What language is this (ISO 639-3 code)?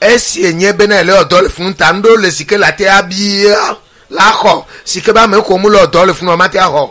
ewe